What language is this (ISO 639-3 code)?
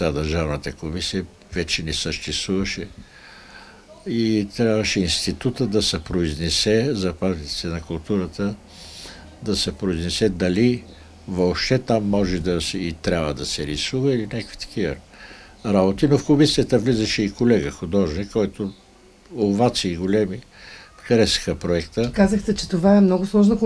bul